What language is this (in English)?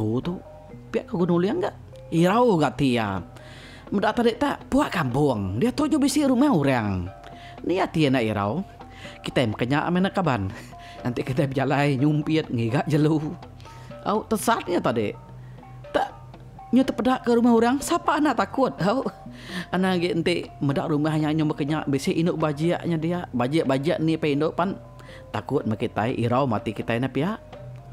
Iban